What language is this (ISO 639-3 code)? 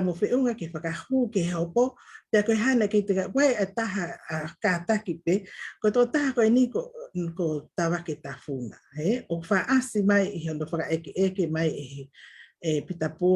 ton